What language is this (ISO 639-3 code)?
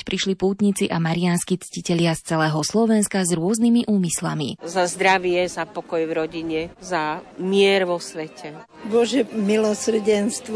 slk